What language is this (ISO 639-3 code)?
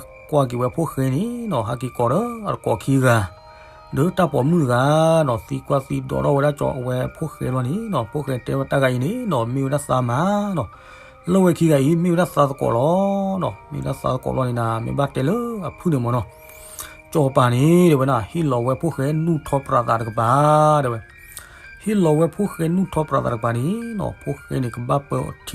ksw